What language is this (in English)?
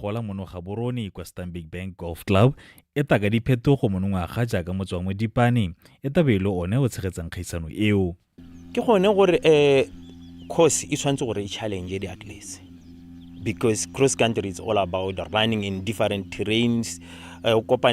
Tswana